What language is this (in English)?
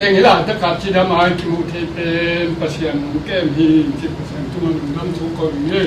Tedim Chin